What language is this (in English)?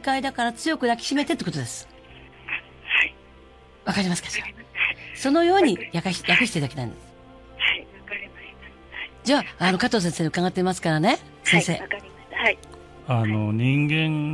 Japanese